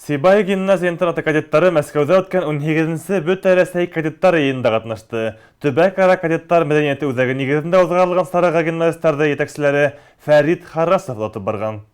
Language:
Bashkir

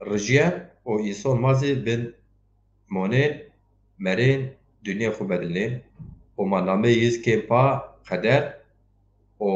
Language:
Zaza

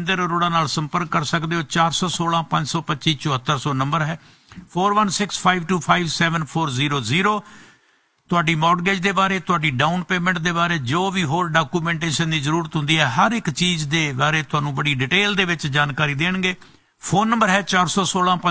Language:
Punjabi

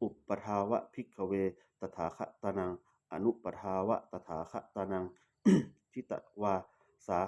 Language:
Pali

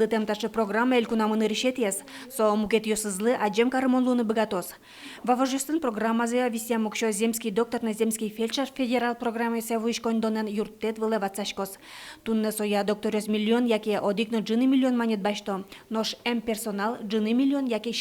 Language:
Udmurt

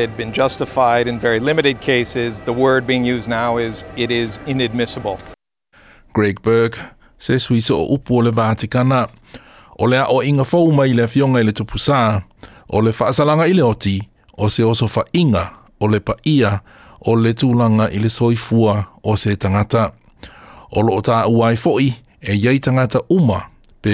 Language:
Samoan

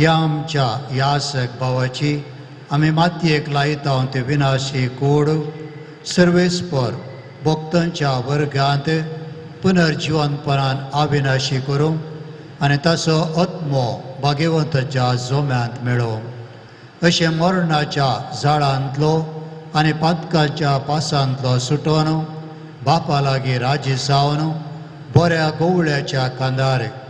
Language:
Konkani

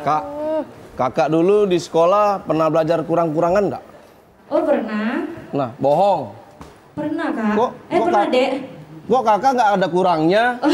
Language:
Musi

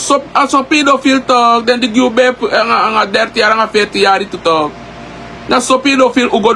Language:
Sranan Tongo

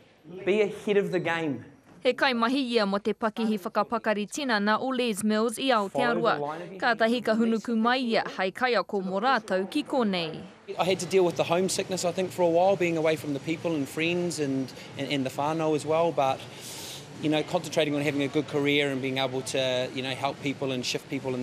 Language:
Māori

